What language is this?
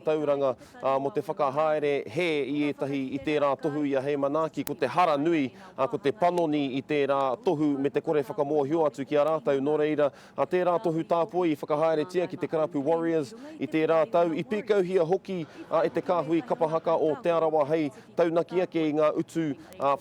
Māori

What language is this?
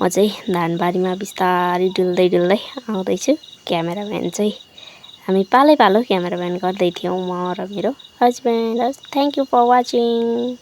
Nepali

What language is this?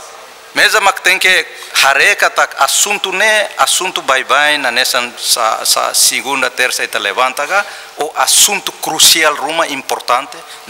Tetum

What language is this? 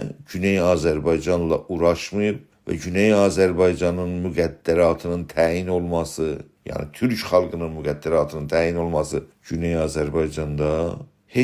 South Azerbaijani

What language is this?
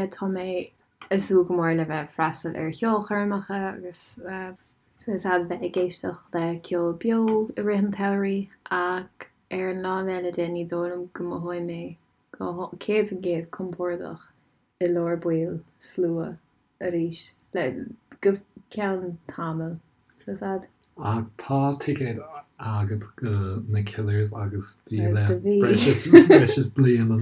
Irish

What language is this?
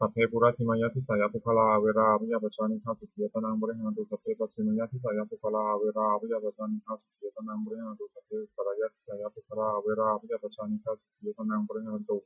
Pali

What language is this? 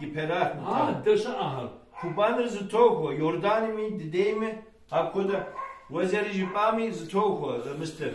Kabardian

